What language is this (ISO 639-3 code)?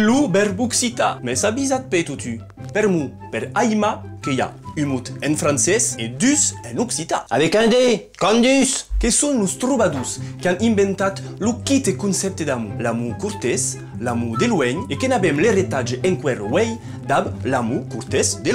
oci